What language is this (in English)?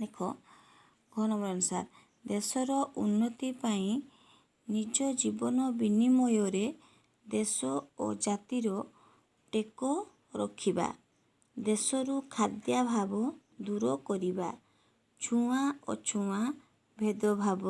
Odia